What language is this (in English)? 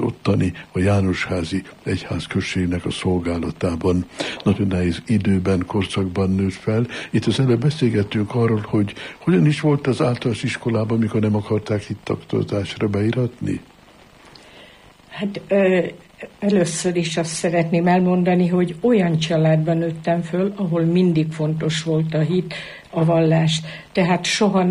Hungarian